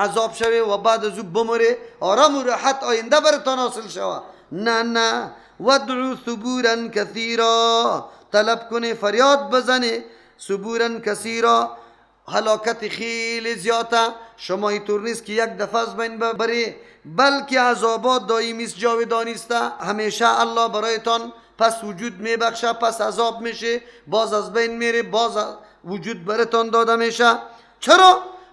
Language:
Persian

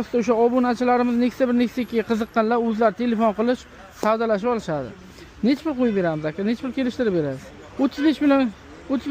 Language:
Uzbek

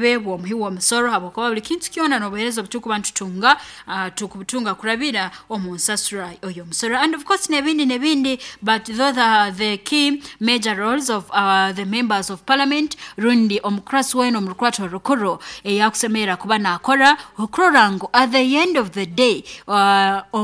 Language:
Nyoro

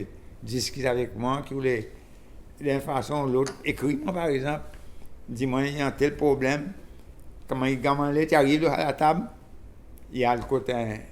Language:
Seselwa Creole French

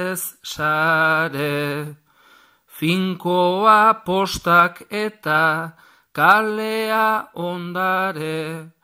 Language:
Basque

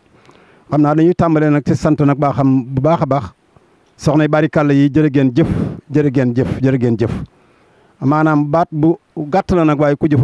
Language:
Wolof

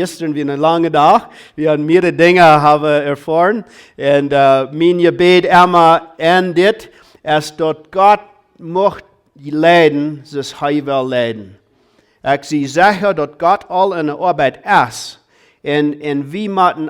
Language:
Plautdietsch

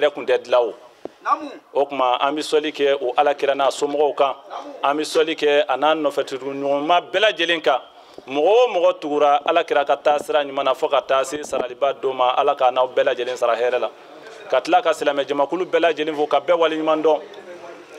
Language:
Bambara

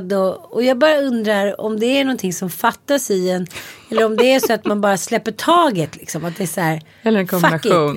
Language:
Swedish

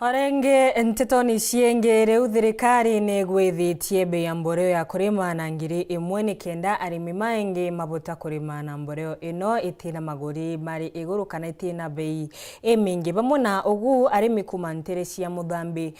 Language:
Meru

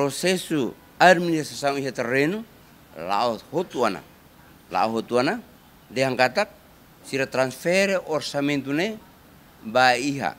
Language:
Tetum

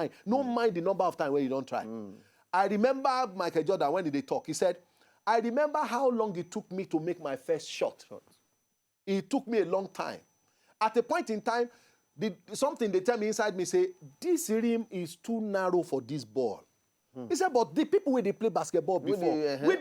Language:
Nigerian Pidgin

